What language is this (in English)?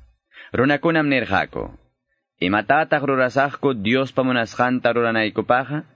Quechua